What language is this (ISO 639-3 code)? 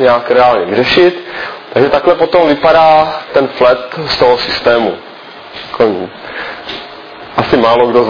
ces